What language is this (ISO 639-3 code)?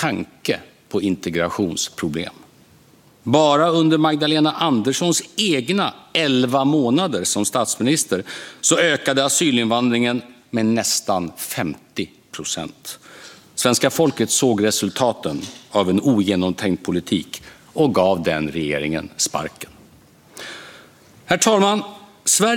swe